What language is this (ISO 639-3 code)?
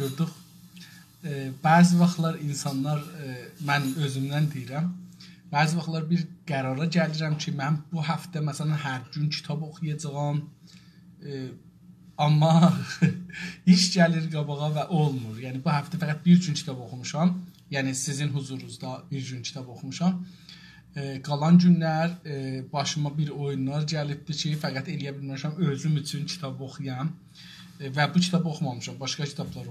azb